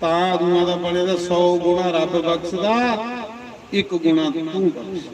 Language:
Dogri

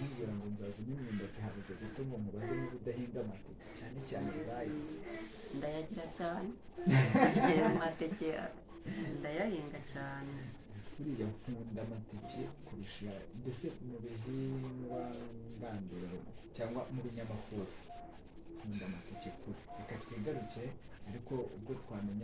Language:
Kinyarwanda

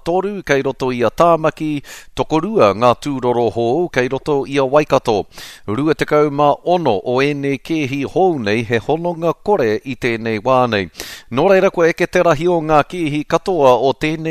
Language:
Māori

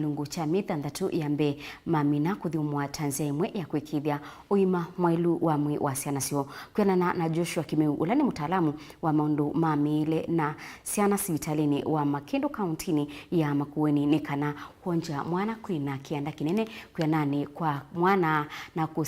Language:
Kamba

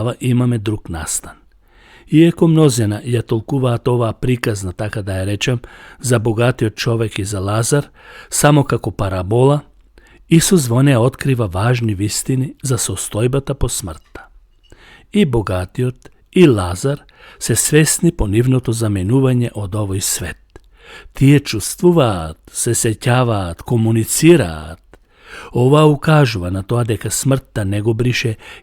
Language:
Macedonian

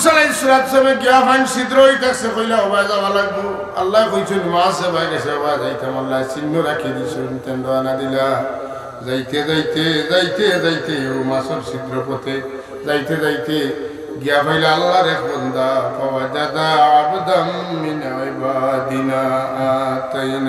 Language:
Sylheti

